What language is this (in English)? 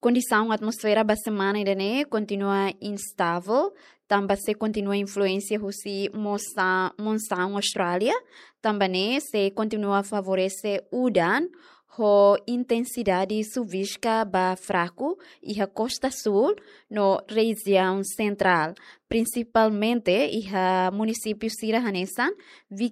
Tetum